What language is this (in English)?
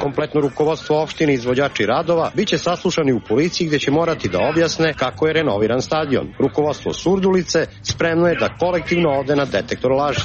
Serbian